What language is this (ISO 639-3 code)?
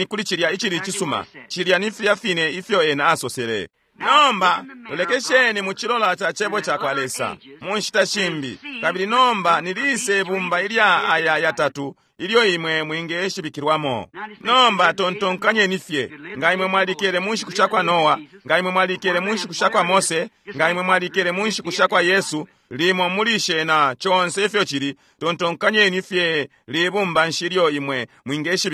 bem